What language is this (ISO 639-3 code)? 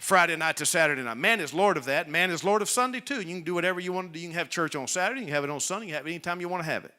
eng